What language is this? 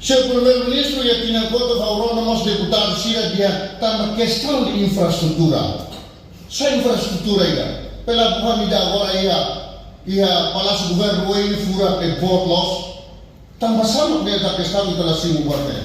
Tetum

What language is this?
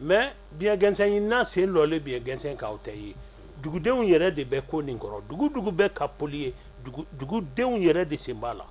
Bambara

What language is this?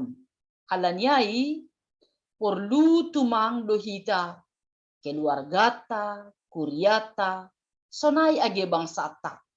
Batak Simalungun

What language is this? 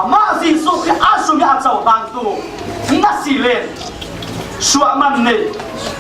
Falam Chin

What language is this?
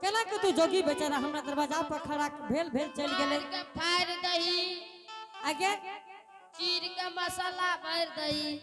Angika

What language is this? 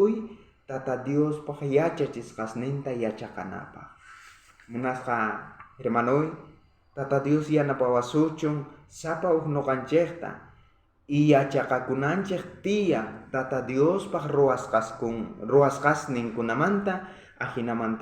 South Bolivian Quechua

